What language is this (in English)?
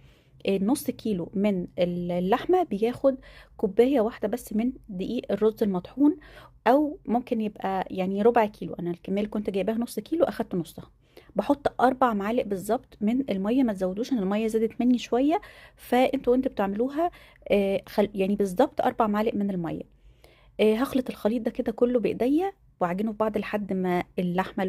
Egyptian Arabic